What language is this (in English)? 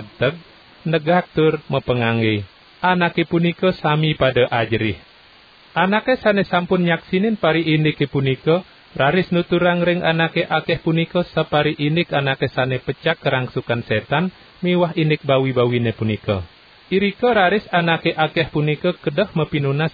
Balinese